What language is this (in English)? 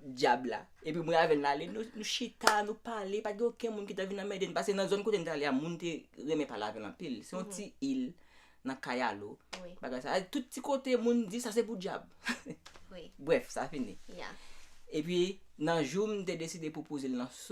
Haitian Creole